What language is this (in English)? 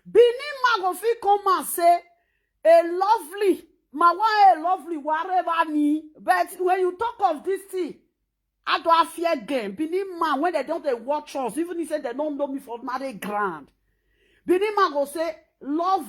Nigerian Pidgin